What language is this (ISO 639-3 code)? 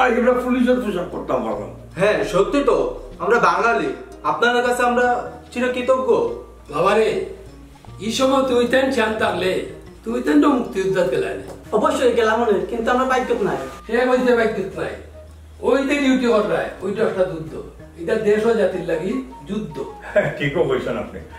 syl